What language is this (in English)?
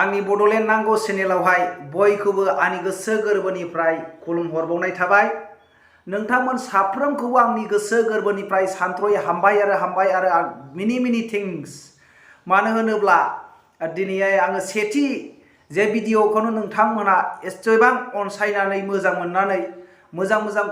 Bodo